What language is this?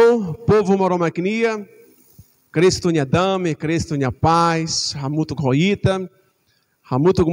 Tetum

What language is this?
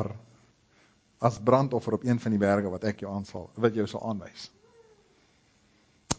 Afrikaans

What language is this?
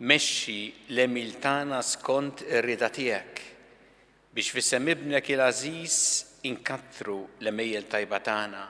Maltese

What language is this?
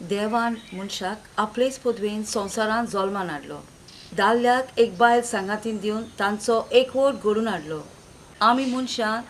Konkani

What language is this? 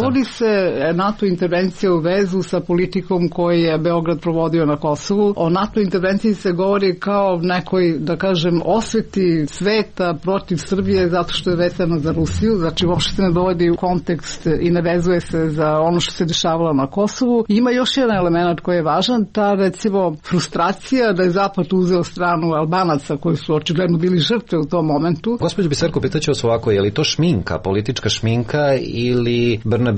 Serbian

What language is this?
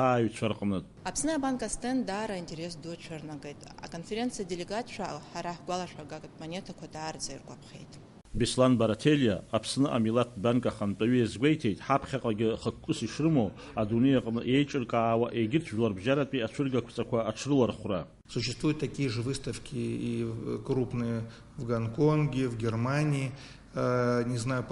Abkhazian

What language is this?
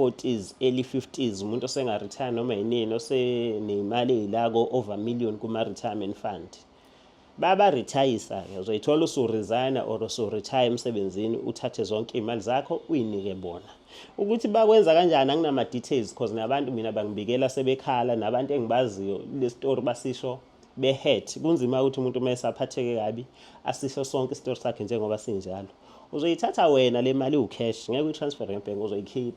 Zulu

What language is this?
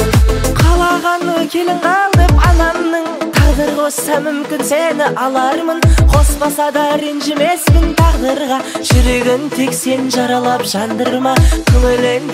Kazakh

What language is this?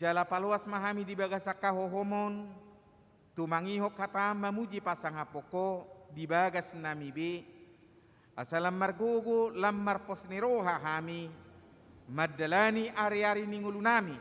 Batak Toba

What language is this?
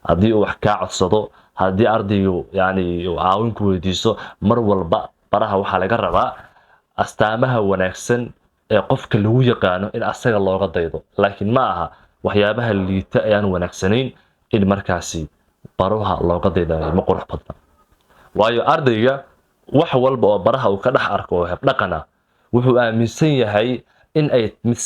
Somali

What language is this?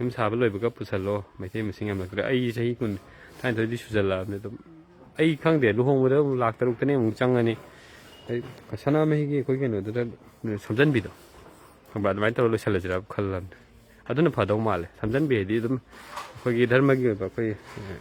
Manipuri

